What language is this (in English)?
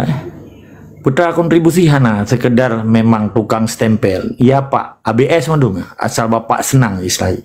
Achinese